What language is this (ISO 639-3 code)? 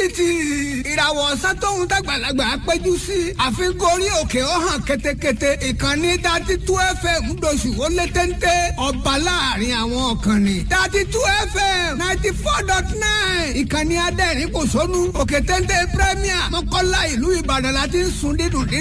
yor